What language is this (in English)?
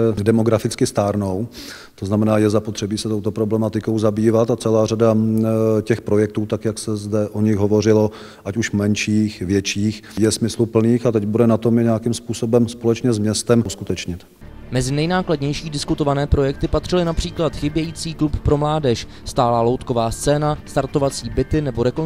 Czech